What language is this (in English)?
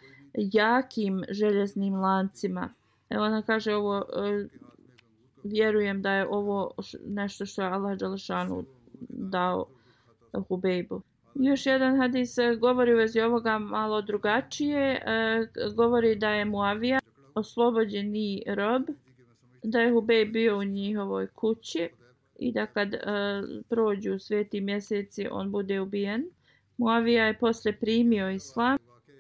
Bosnian